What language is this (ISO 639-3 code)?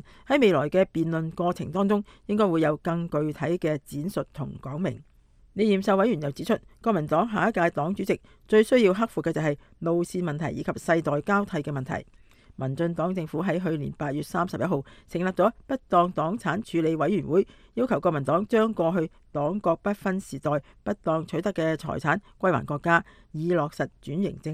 yue